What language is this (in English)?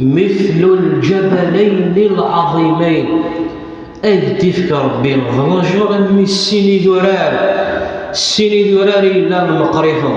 Kabyle